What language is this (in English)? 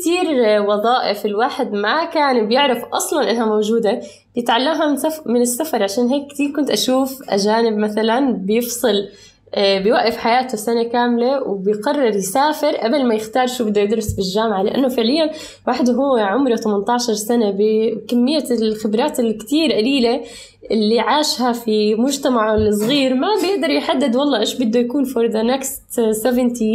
North Levantine Arabic